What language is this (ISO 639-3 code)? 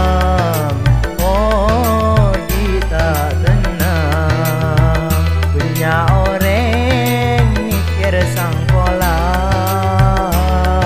mad